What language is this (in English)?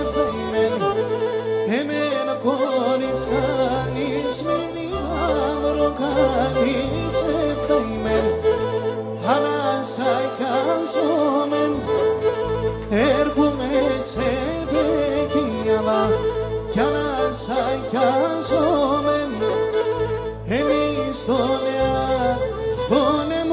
Greek